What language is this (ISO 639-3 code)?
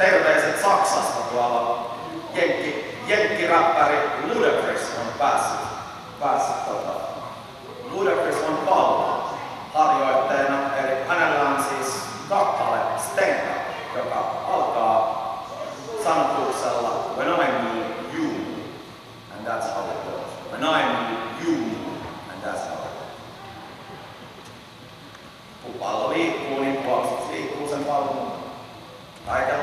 fin